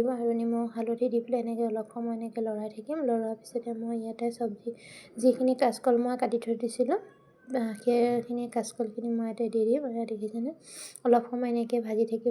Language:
Assamese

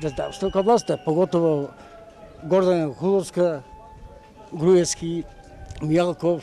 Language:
Macedonian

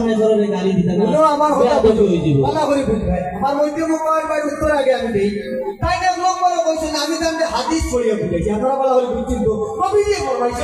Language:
Sylheti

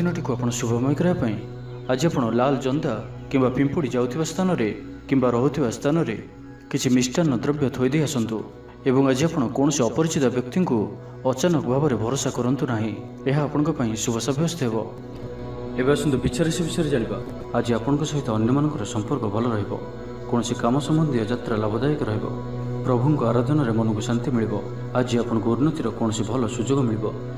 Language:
Odia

